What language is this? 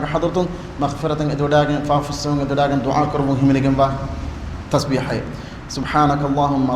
Divehi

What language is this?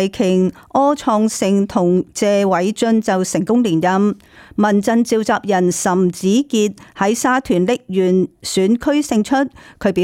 Cantonese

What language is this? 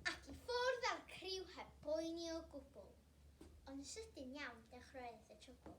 Welsh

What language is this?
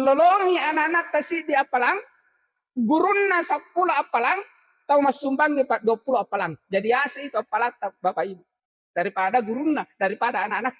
Buginese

